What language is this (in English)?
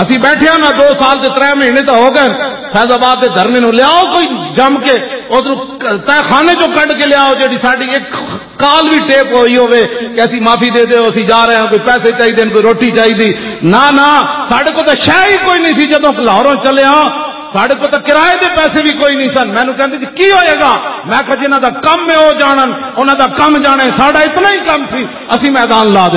Western Panjabi